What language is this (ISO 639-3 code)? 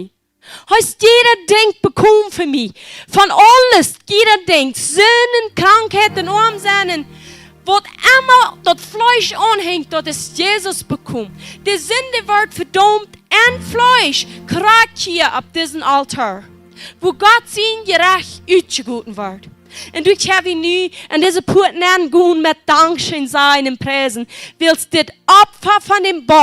pdt